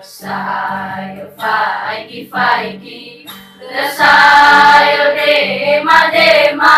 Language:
Nias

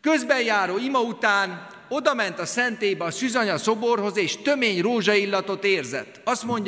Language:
Hungarian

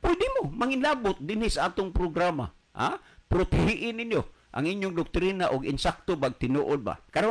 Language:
Cebuano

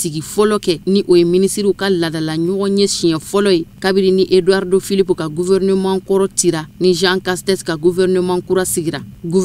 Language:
Bambara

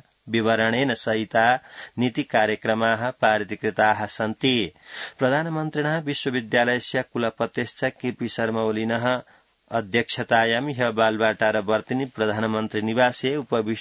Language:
Sanskrit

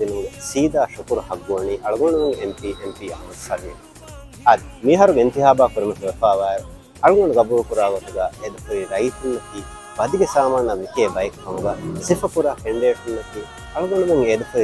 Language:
Divehi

